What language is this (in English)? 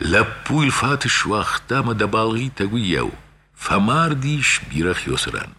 Ossetic